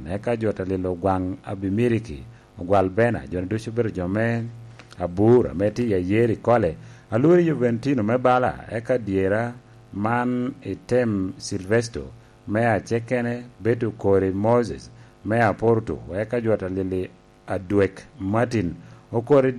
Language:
Lango (Uganda)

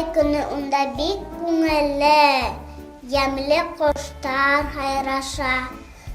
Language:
Bashkir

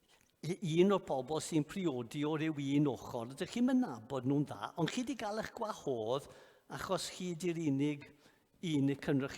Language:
Welsh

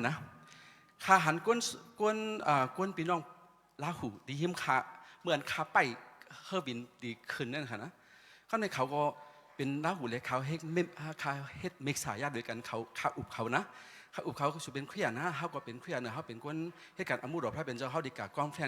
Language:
Shan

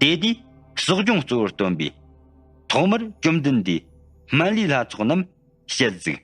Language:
Tibetan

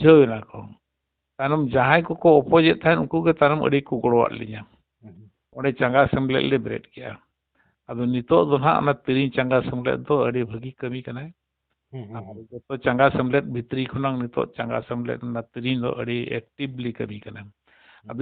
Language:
Santali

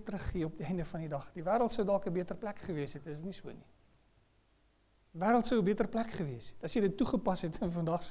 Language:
Afrikaans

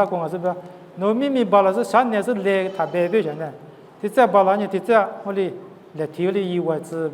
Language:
Lisu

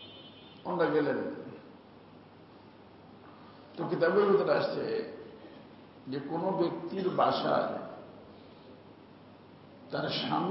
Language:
Bangla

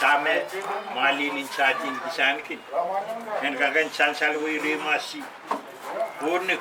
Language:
Pohnpeian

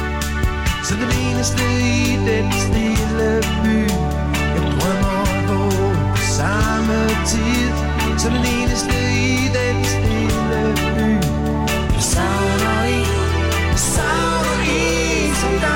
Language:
Danish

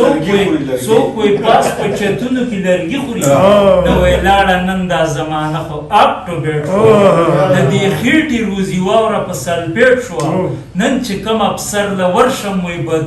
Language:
Pashto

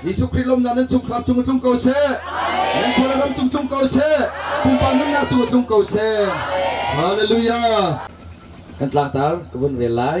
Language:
Hakha Chin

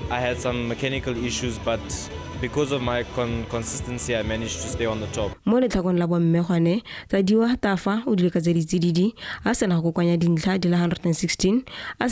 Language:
Tswana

